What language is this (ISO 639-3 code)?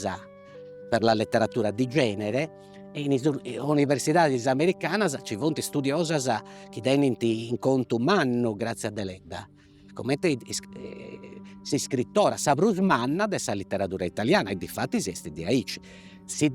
srd